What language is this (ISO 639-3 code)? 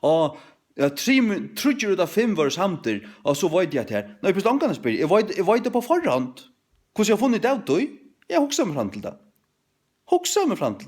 fao